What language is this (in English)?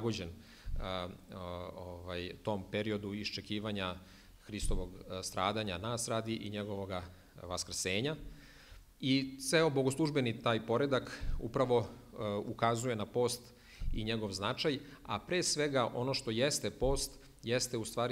Serbian